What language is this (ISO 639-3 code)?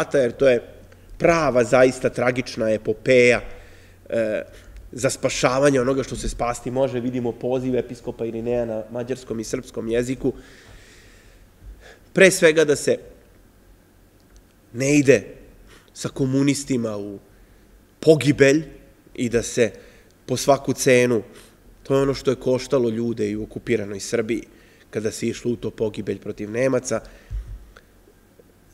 srp